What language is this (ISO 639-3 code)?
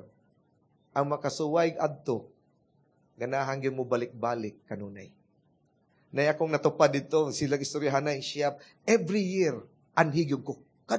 ceb